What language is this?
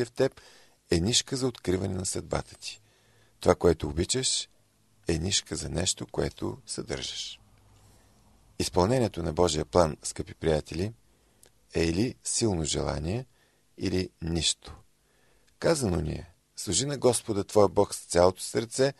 Bulgarian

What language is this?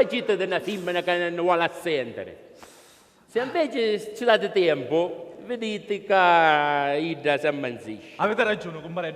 Sicilian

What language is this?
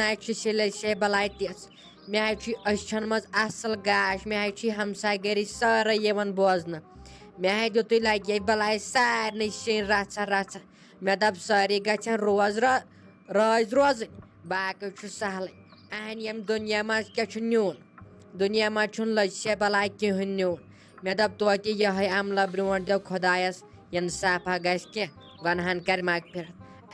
Kashmiri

